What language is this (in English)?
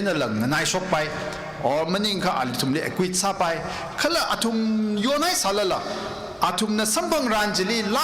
Tangkhul Naga (India)